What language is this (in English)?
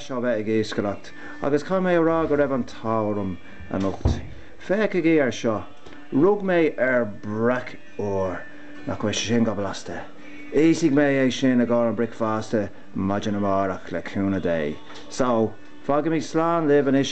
Irish